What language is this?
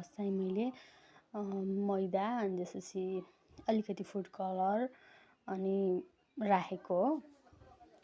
Nepali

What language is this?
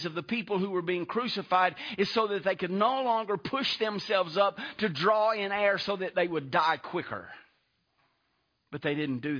English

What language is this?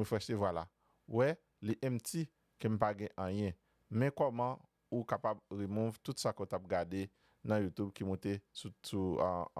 Haitian Creole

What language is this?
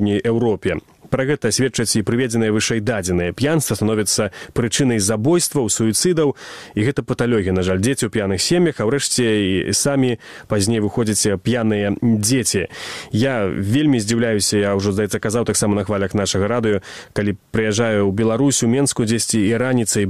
Belarusian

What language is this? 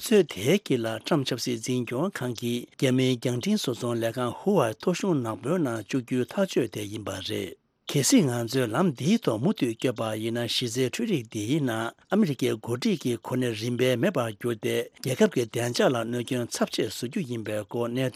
Tibetan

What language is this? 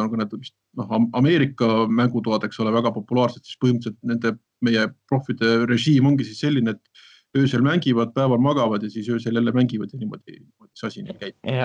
Estonian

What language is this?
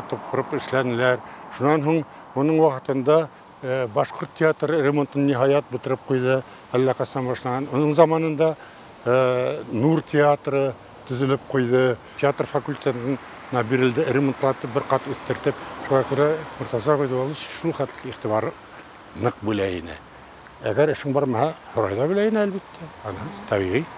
Bashkir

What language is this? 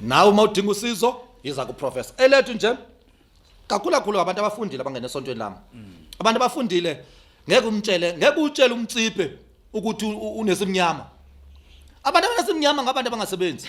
Zulu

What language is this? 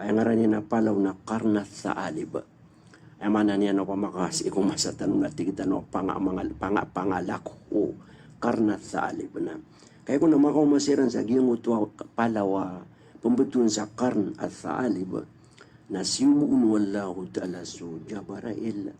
Maranao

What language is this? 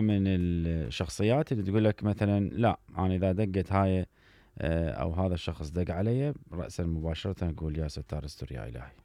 Mesopotamian Arabic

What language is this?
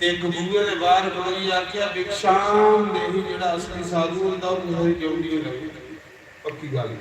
Dogri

